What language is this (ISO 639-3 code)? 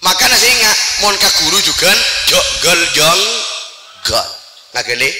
mad